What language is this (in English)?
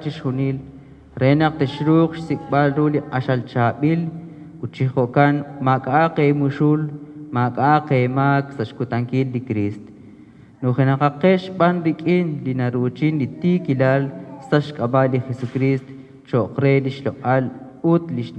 Kekchí